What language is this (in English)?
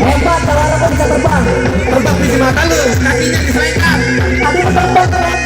Betawi